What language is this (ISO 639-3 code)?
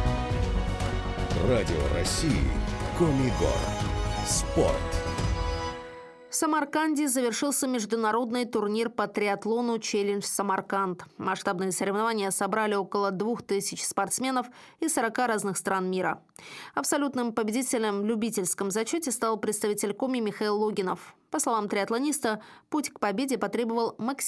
rus